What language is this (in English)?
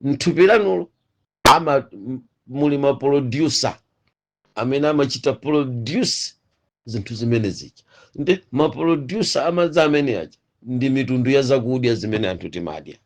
Nyanja